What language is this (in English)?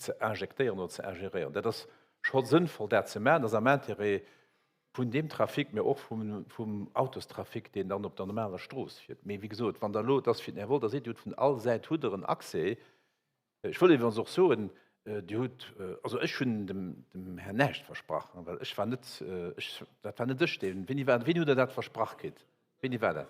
Luxembourgish